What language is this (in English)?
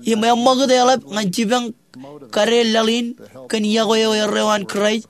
Marshallese